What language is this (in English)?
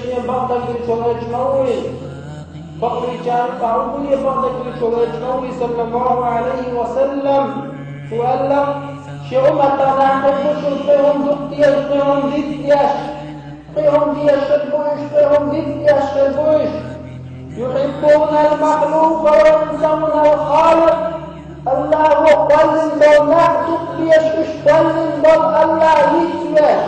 Chechen